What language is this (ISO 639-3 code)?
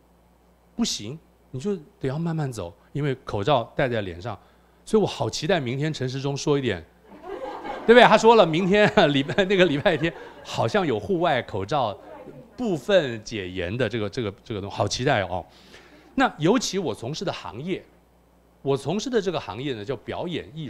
zho